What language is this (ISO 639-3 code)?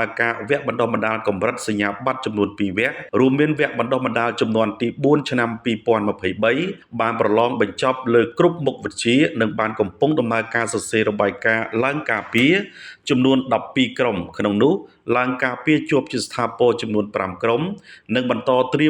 khm